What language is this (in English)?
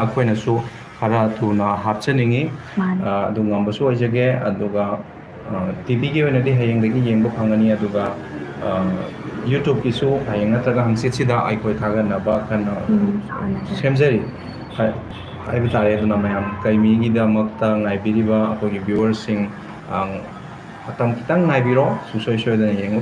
Manipuri